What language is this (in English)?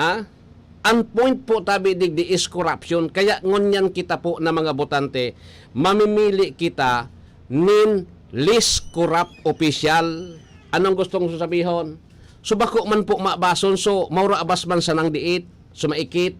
Bikol